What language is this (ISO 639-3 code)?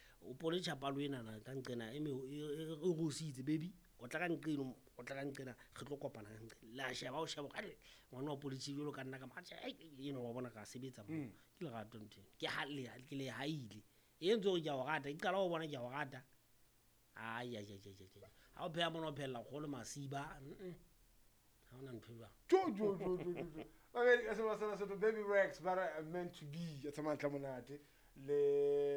sot